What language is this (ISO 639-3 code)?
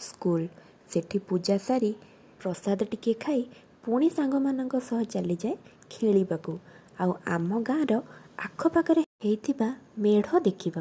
ori